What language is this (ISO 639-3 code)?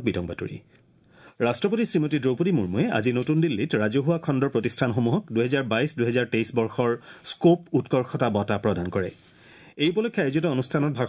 asm